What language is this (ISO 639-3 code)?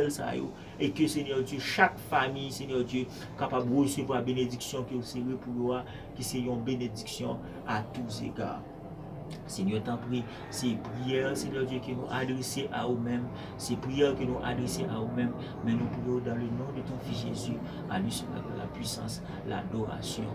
hat